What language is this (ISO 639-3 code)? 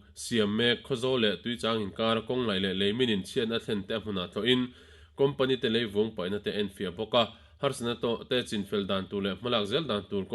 lus